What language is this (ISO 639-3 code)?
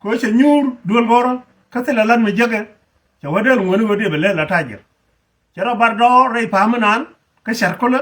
nus